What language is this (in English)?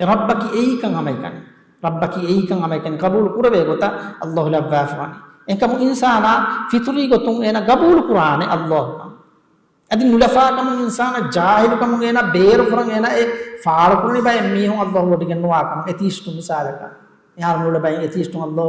Divehi